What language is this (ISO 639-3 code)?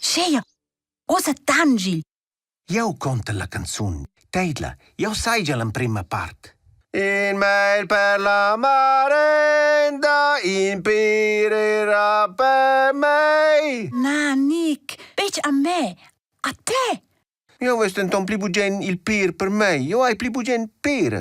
roh